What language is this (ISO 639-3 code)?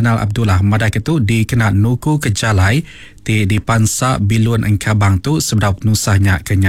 iba